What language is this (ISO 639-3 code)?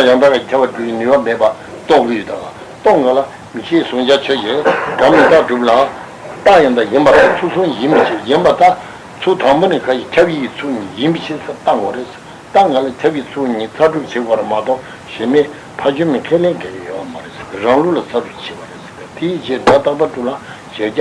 bod